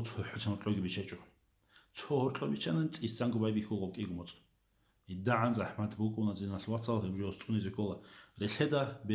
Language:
Avaric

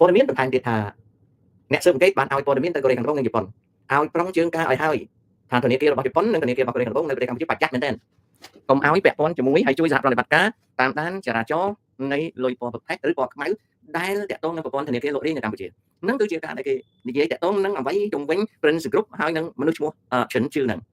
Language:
Khmer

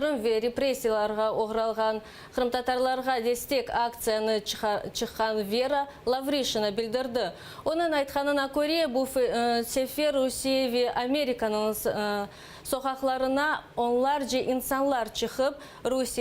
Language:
Crimean Tatar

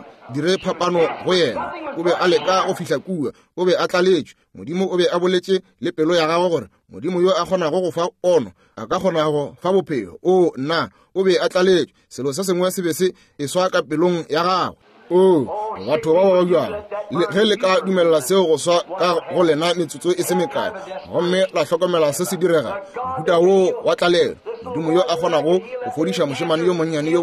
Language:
Northern Sotho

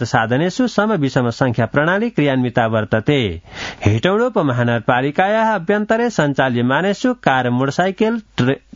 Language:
Sanskrit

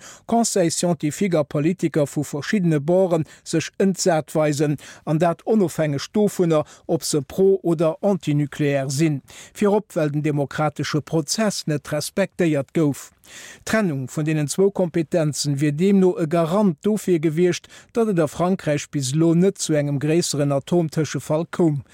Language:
Luxembourgish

